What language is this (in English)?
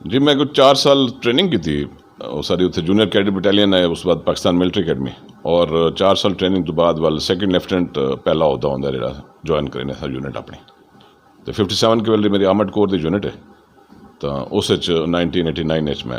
Saraiki